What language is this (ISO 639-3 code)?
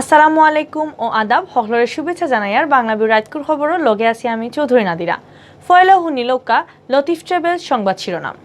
syl